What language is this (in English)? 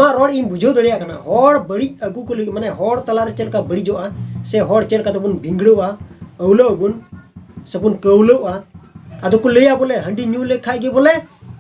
Santali